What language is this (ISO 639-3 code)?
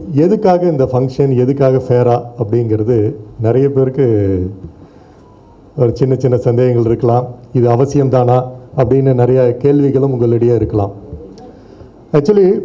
tam